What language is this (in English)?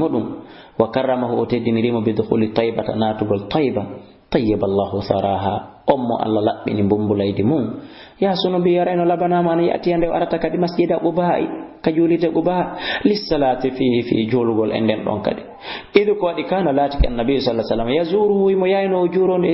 Fula